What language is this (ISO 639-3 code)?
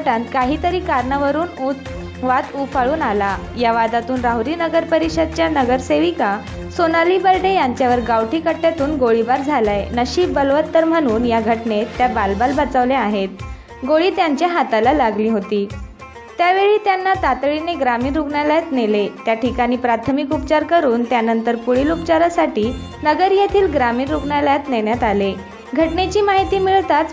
mar